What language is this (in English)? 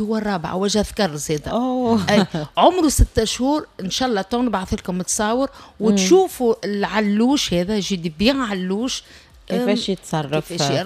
Tunisian Arabic